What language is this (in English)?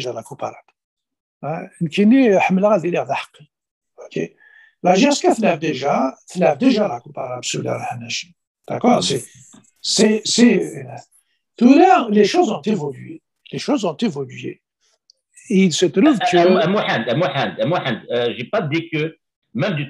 Kabyle